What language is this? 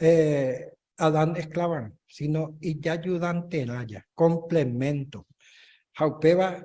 Guarani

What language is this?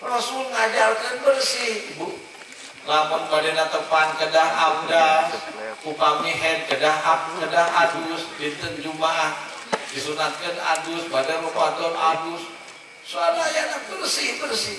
Sundanese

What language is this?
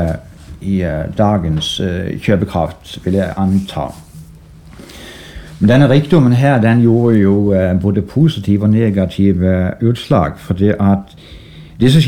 Norwegian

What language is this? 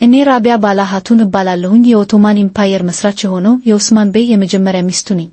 Amharic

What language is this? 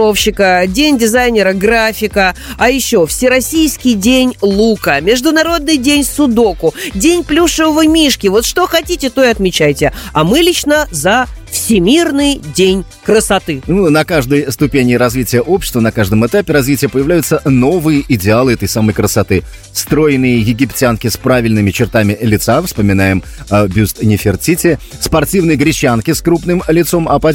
Russian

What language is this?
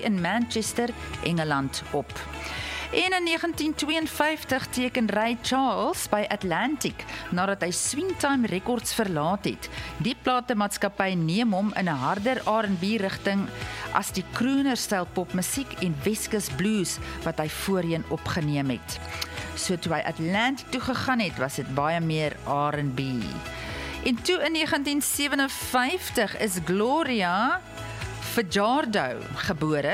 Afrikaans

